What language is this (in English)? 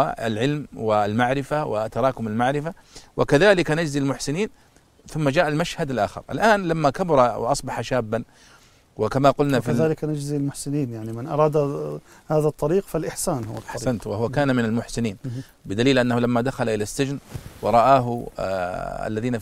Arabic